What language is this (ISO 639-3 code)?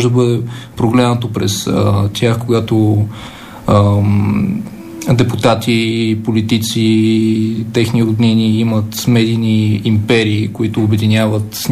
bul